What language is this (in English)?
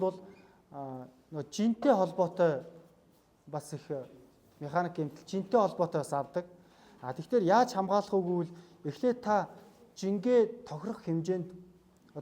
Mongolian